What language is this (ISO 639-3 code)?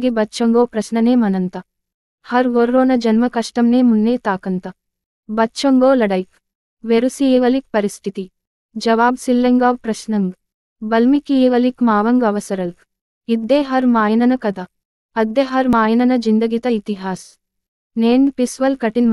gon